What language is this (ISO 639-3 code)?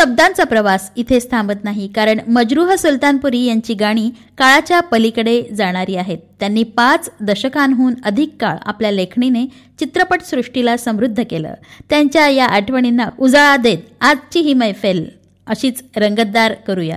mar